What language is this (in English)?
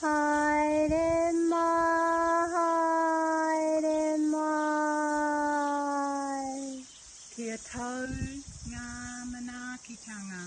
Māori